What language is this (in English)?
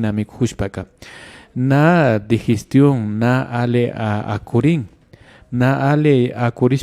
Imbabura Highland Quichua